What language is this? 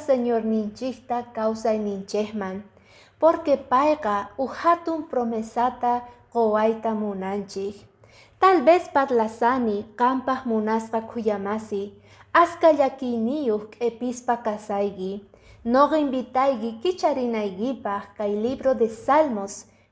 Quechua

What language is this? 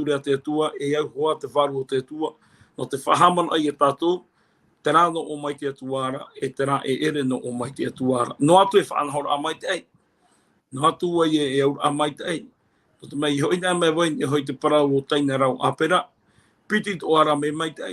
Tahitian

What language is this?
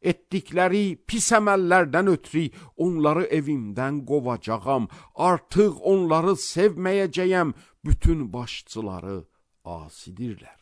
Azerbaijani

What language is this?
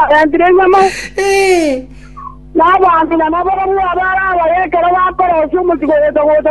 Gusii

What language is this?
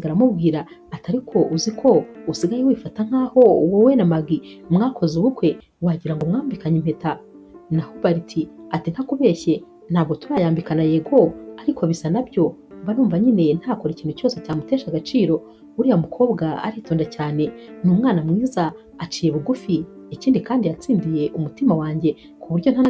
Kinyarwanda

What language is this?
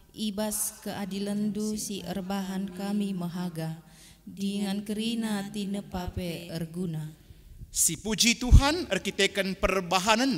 Batak Karo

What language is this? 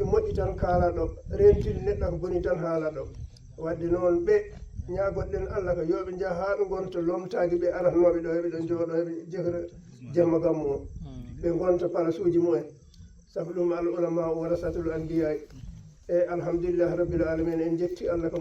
Fula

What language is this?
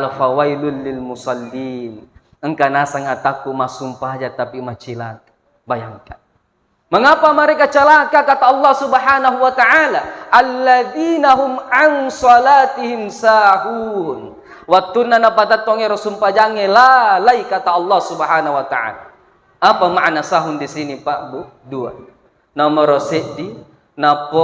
Buginese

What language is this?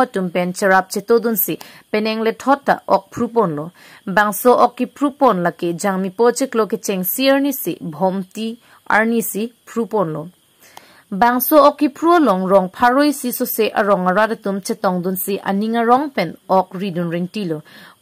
Karbi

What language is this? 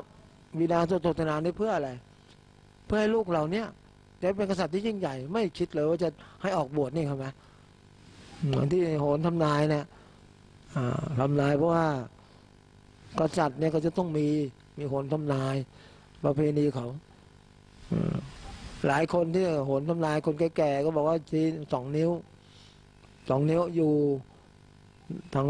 Thai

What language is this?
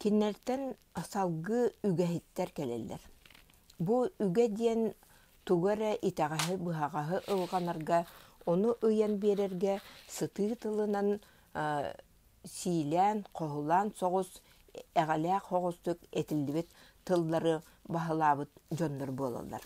Yakut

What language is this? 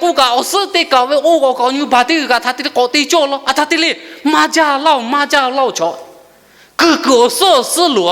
Lahu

